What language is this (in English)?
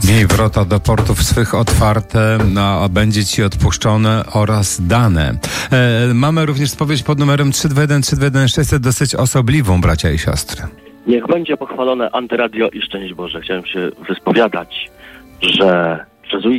Polish